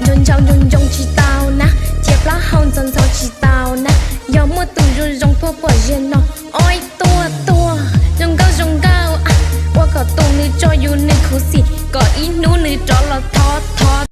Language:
Hmong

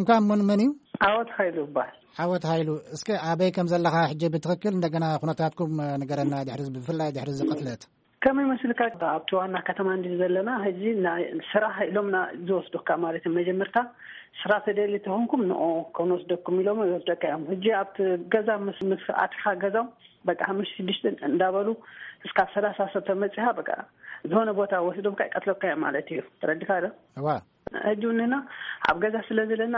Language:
Tigrinya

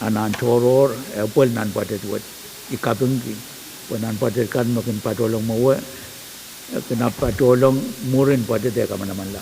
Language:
Pohnpeian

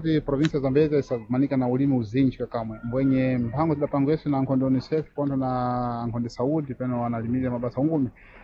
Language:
Sena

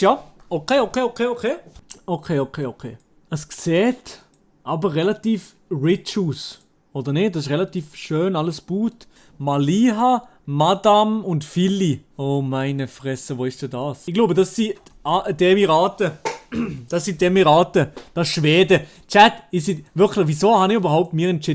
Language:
Swiss German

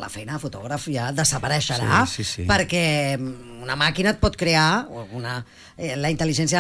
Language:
Catalan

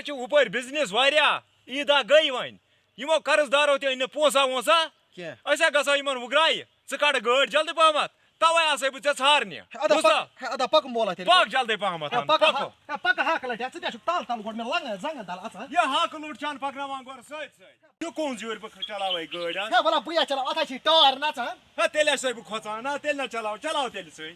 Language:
Kashmiri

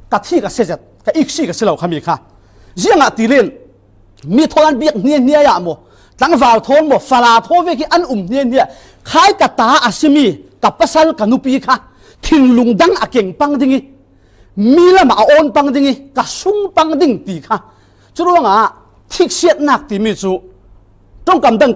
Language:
Falam Chin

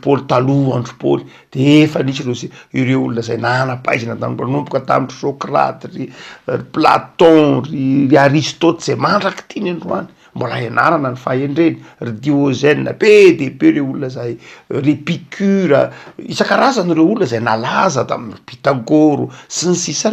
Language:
Malagasy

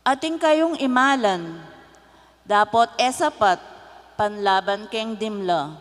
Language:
Pampanga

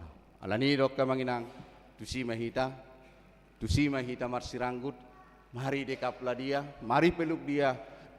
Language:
Batak Toba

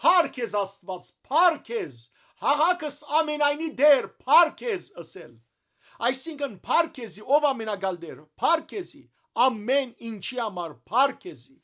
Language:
Western Armenian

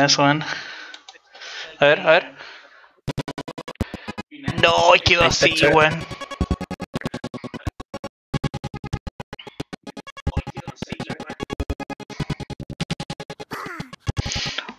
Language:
Spanish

